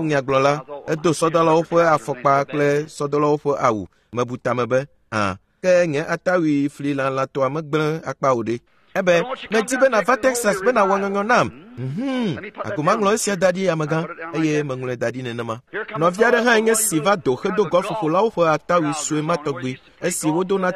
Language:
Ewe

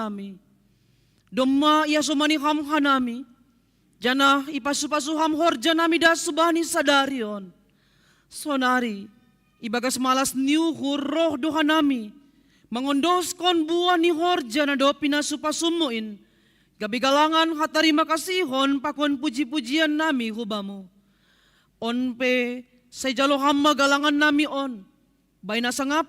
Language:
Batak Simalungun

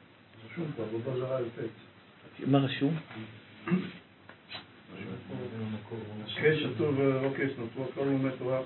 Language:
Hebrew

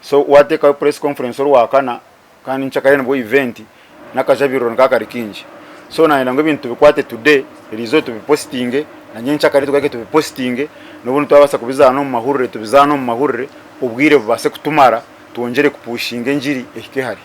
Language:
Nyankole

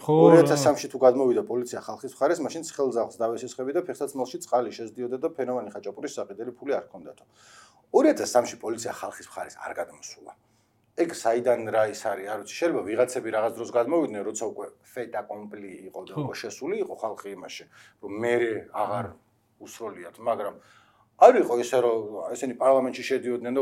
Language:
Georgian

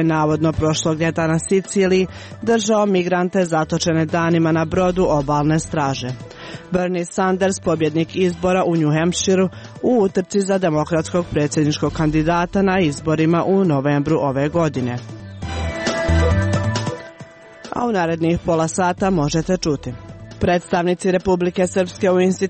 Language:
Croatian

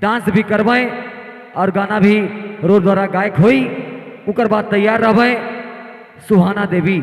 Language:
Sadri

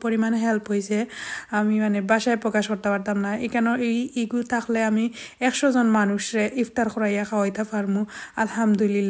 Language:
Sylheti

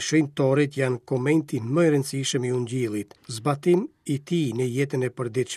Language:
Albanian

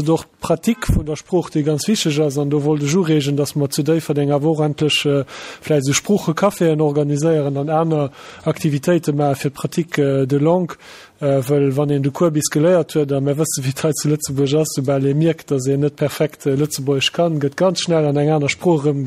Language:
Luxembourgish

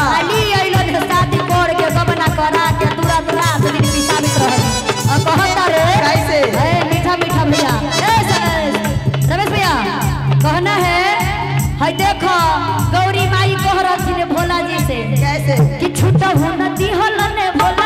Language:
Magahi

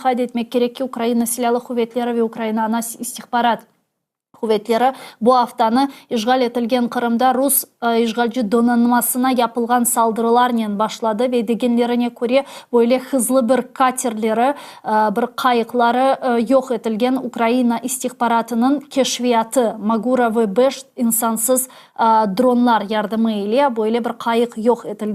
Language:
Crimean Tatar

